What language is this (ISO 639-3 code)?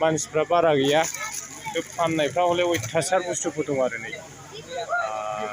brx